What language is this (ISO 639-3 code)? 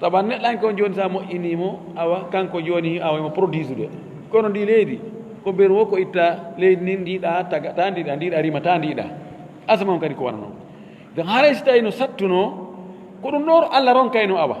ful